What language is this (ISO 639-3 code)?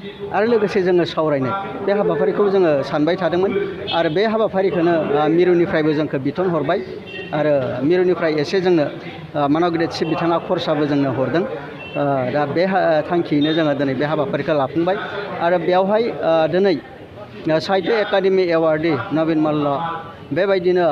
brx